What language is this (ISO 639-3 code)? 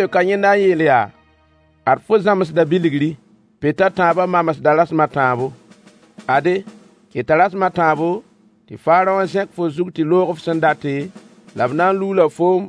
mos